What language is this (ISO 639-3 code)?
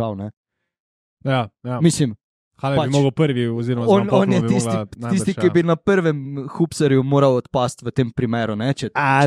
slv